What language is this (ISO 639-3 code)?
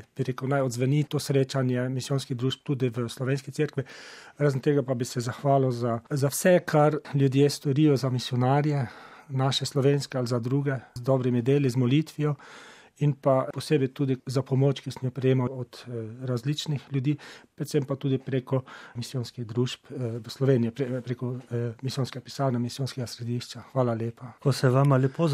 slv